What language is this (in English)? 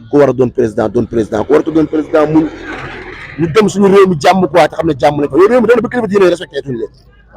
Wolof